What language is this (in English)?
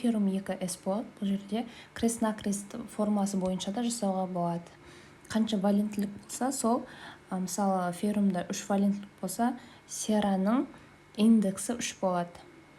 Kazakh